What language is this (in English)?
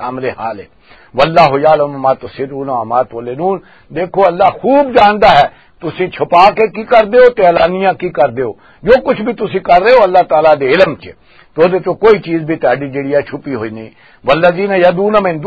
Western Panjabi